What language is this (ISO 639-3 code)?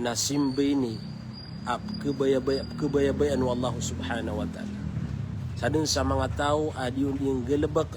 mrw